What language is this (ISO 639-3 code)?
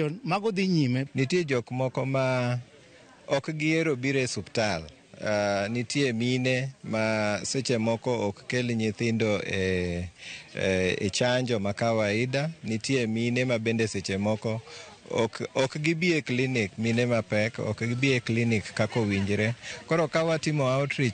luo